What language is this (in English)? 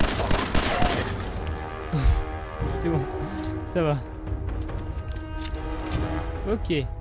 French